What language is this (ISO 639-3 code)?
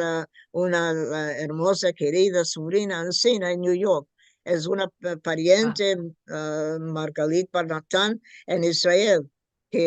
lad